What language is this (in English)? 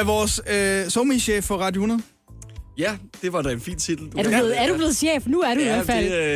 Danish